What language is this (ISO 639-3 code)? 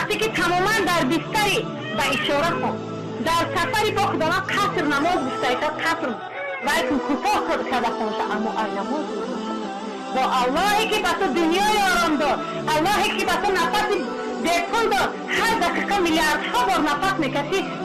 tgk